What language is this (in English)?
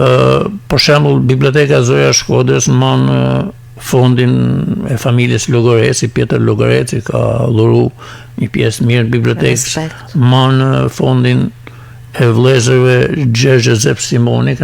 Albanian